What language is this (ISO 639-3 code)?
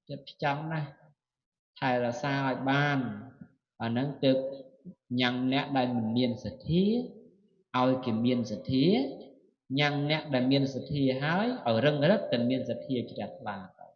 khm